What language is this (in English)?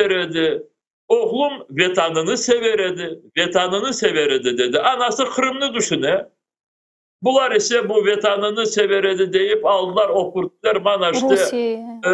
Crimean Tatar